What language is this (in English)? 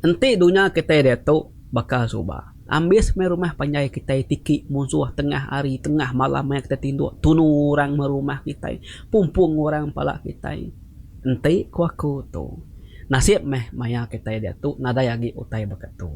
Iban